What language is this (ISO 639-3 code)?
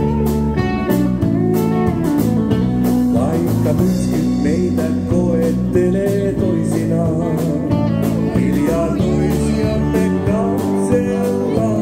fin